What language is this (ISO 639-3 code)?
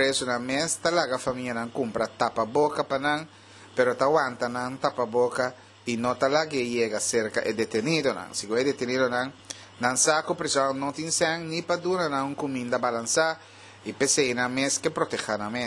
pap